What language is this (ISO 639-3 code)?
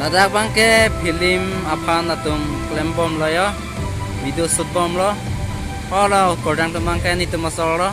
mjw